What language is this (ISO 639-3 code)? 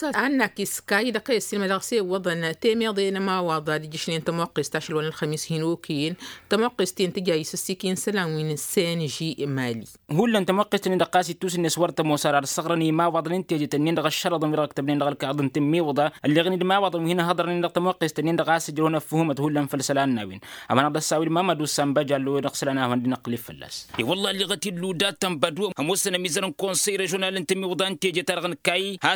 taq